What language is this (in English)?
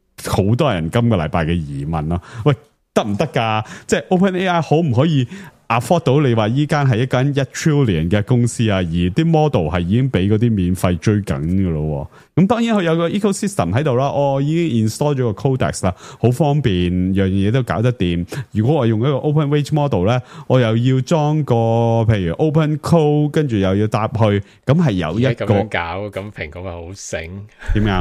Cantonese